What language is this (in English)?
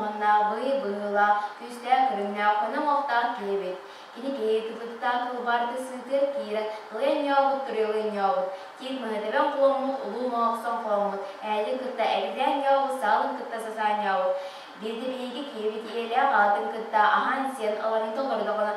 Yakut